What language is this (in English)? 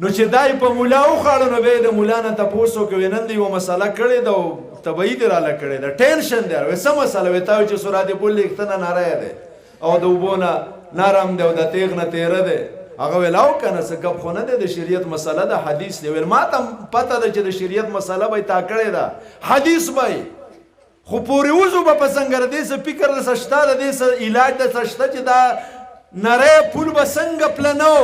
Pashto